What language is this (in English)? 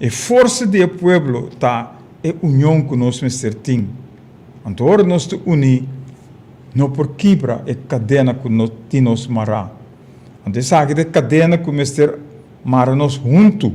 Papiamento